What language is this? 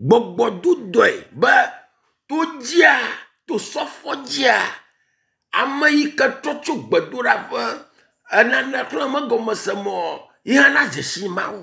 Ewe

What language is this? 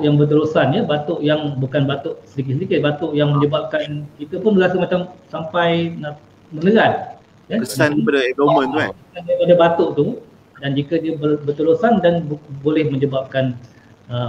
Malay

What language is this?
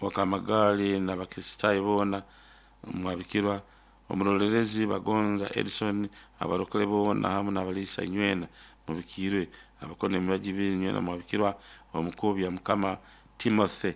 Nyoro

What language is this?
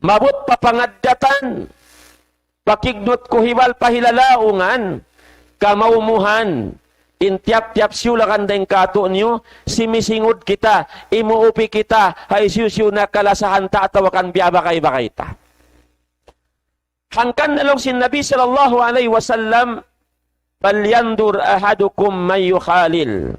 Tausug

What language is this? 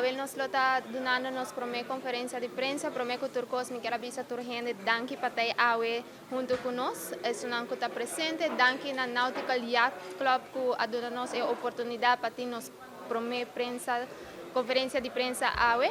Papiamento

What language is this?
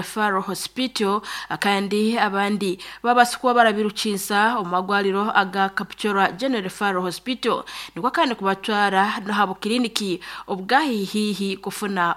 Nyankole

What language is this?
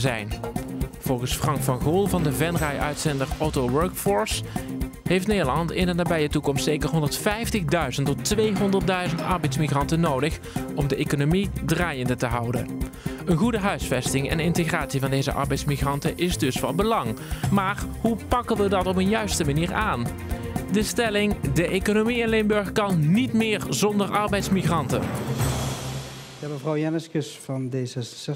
Dutch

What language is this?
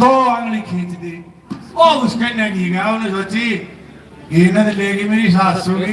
Haryanvi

